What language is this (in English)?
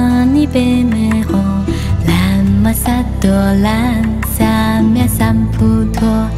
Chinese